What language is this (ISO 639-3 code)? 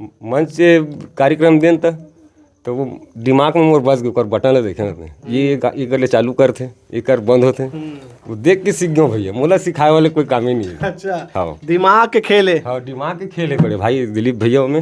hne